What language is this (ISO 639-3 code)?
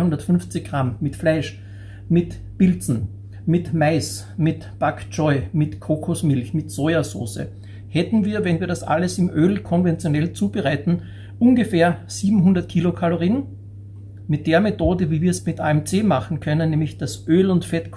deu